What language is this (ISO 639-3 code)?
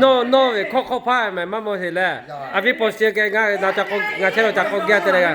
lhu